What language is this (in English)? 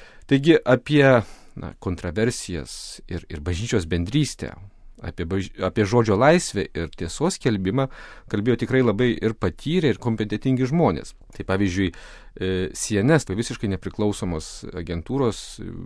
Lithuanian